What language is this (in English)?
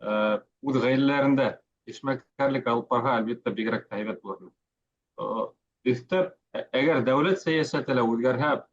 Bashkir